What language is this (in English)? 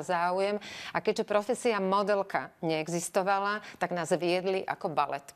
Slovak